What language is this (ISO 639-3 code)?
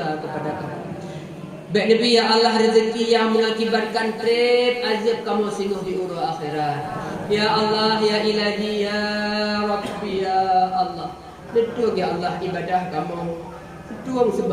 ace